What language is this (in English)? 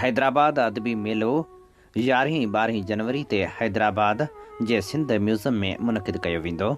Sindhi